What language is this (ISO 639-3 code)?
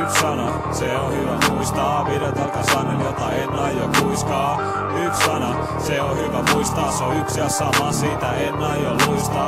fin